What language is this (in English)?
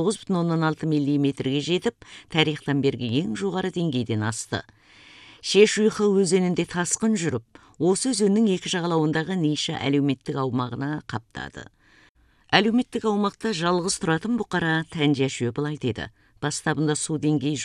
Kazakh